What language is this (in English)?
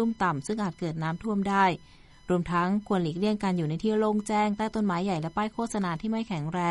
Thai